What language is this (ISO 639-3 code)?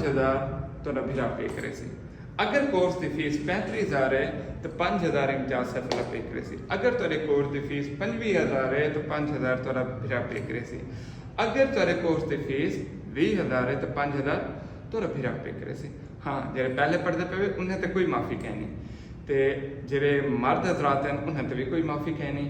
skr